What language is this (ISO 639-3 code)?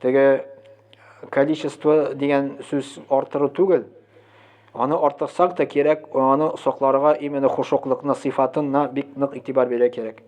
tat